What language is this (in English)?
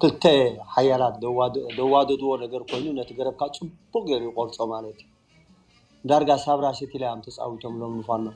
Tigrinya